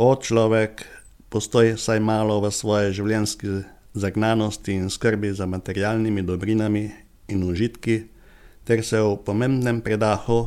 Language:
Slovenian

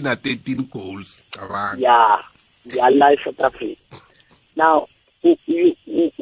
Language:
South Ndebele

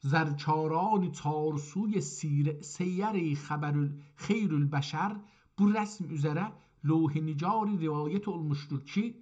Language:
South Azerbaijani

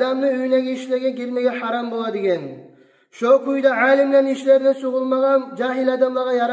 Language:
Kumyk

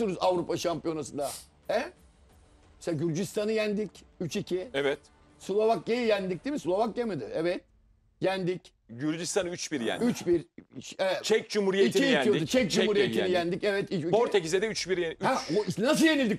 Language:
Turkish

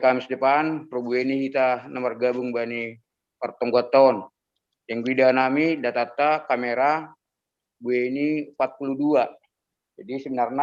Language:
Batak Simalungun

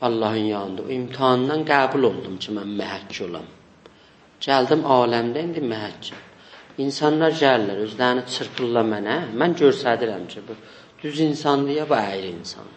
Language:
South Azerbaijani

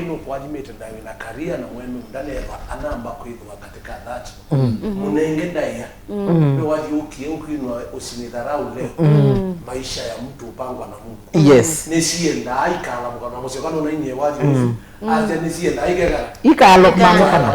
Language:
Kamba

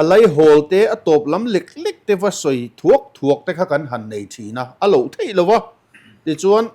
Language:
Mizo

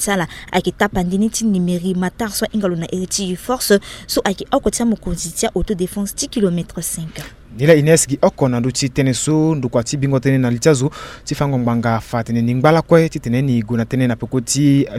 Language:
Sango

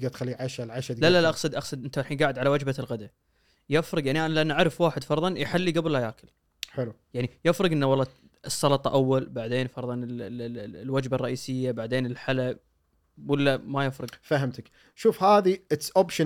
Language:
Gulf Arabic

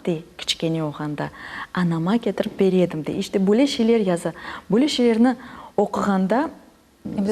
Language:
Crimean Tatar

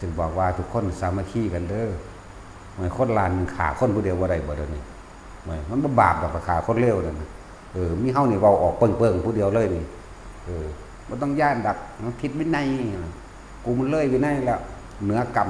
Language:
Northeastern Thai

